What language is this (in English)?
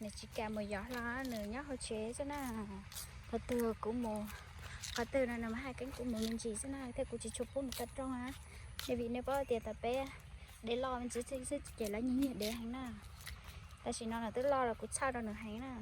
Hmong